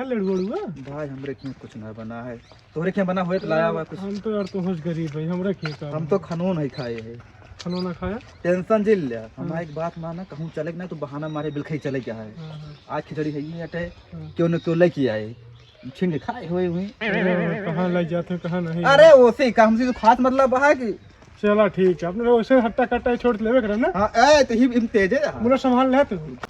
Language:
Awadhi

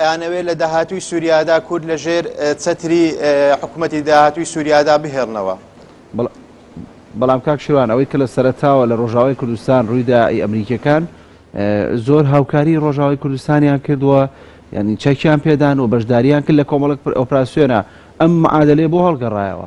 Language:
Central Kurdish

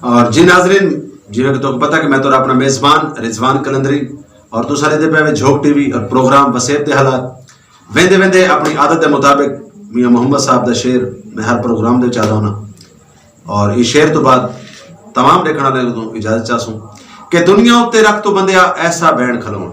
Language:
Saraiki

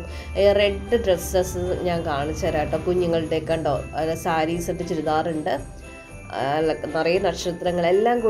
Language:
Malayalam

